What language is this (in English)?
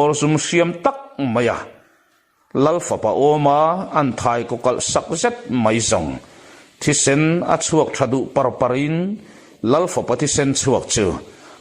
Mizo